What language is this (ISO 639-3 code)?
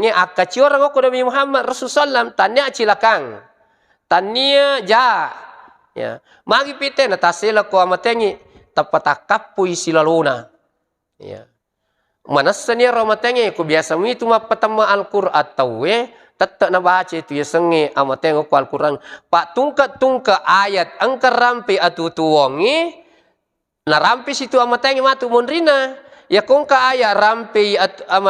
bug